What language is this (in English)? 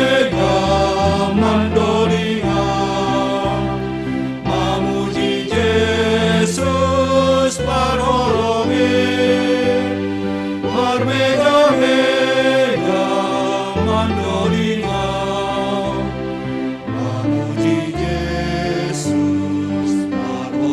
Batak Simalungun